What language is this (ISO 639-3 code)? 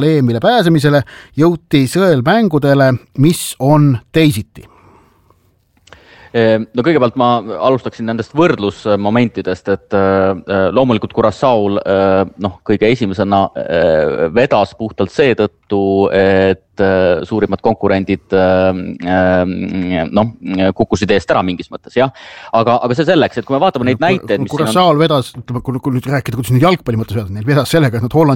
est